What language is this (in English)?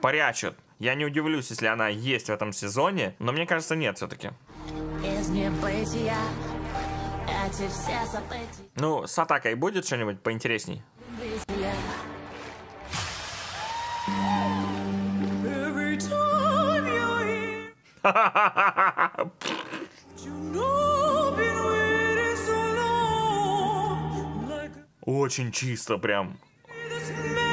Russian